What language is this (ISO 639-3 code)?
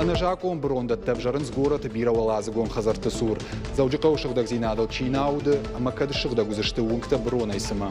oss